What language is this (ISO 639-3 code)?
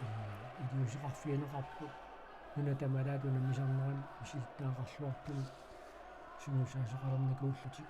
kal